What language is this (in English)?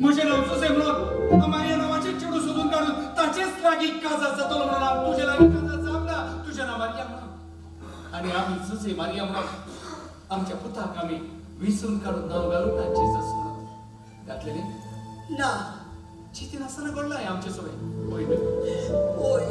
Konkani